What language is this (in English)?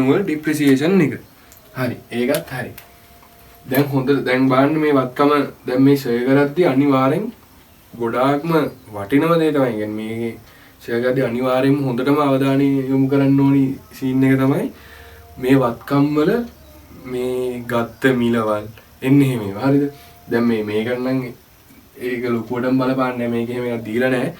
Sinhala